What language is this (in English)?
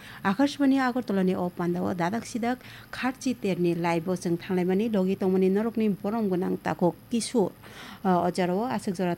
Kok Borok